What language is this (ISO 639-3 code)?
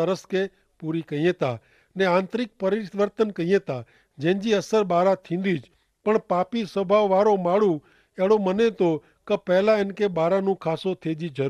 kfr